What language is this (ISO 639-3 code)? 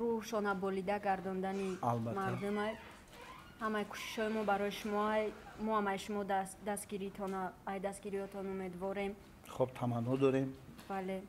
tgk